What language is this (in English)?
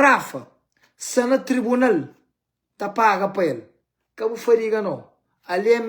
Kabuverdianu